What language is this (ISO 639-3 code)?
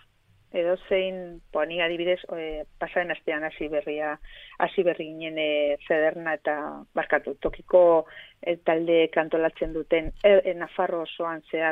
eus